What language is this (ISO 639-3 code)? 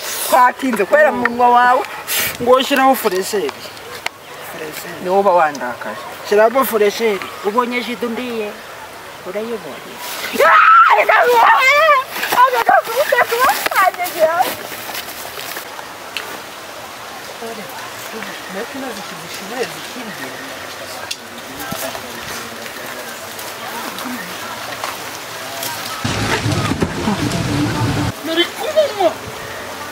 kin